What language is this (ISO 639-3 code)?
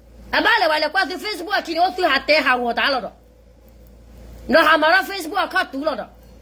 ksw